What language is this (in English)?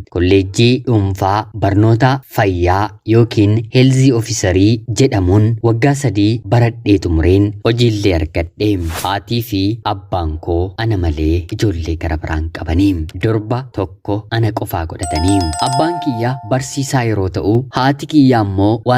Oromo